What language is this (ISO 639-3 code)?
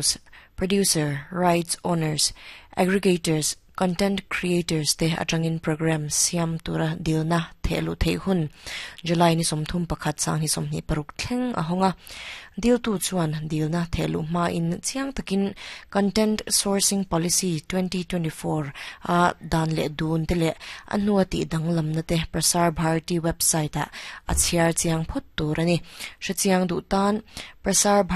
lus